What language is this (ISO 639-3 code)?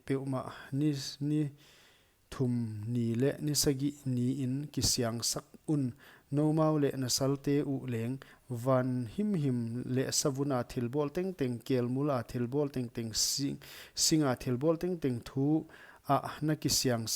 pck